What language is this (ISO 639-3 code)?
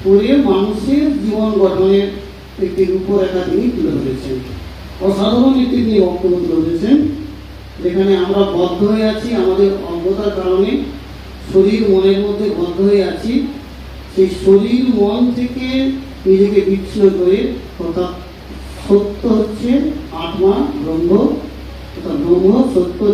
ben